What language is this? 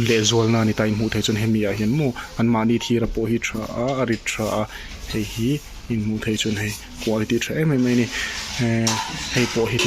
Mizo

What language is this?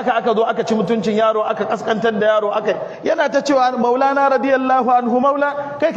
Hausa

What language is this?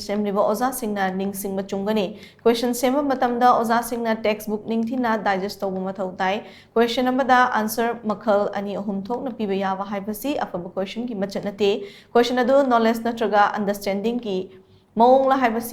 Manipuri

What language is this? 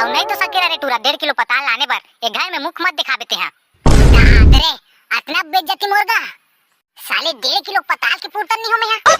Chhattisgarhi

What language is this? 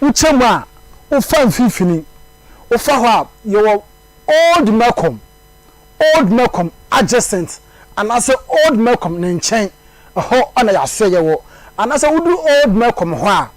Akan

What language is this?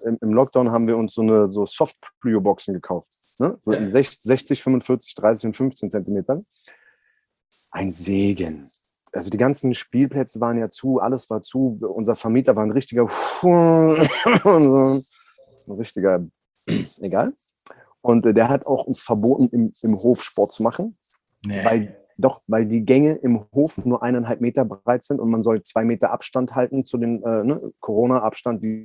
German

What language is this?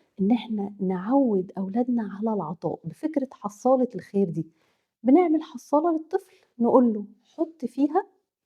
Egyptian Arabic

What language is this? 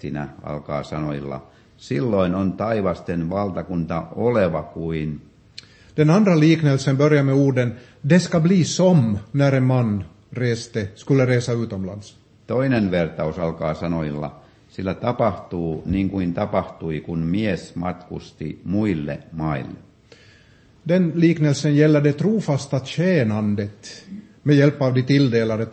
Finnish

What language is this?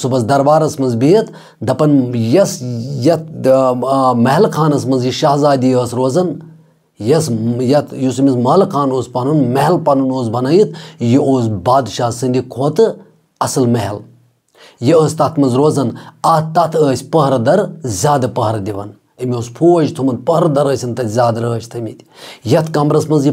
Kashmiri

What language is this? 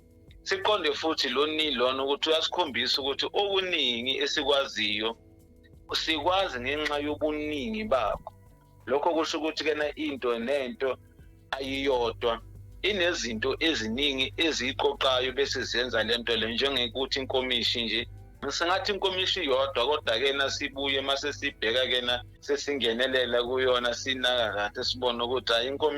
Zulu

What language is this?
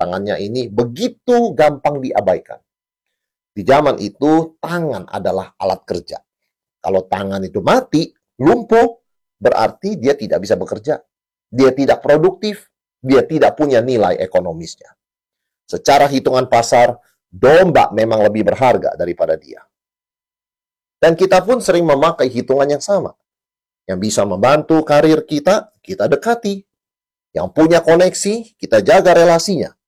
Indonesian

